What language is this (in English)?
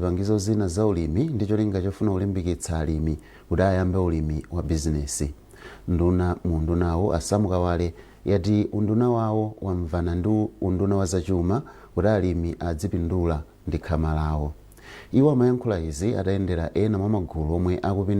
Nyanja